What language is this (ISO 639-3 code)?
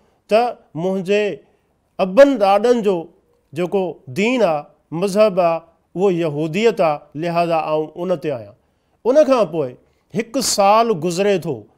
snd